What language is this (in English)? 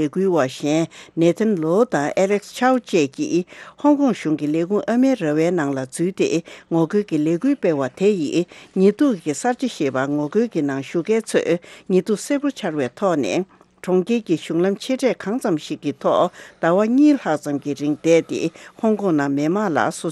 Tibetan